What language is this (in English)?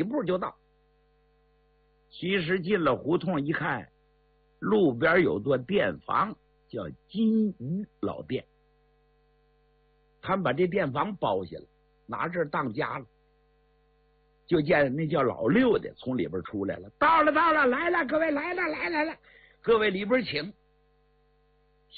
Chinese